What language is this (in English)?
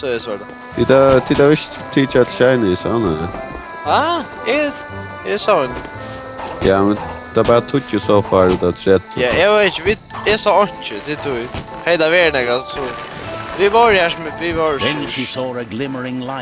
Faroese